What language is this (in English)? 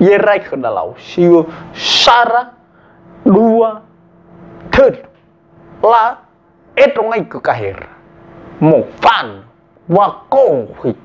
Nias